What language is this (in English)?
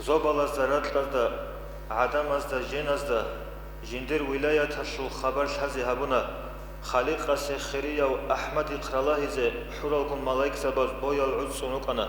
Avaric